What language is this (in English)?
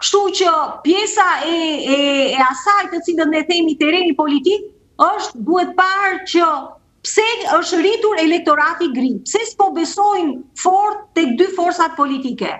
Albanian